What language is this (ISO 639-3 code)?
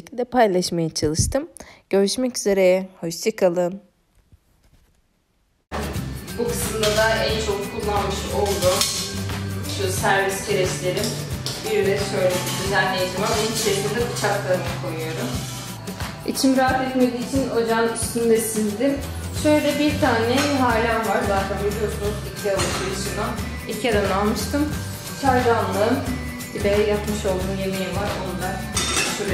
tur